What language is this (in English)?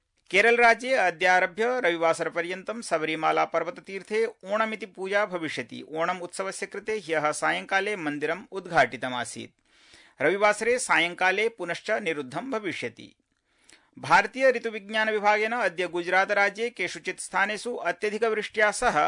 Sanskrit